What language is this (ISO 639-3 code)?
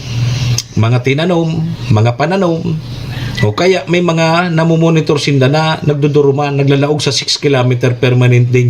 bik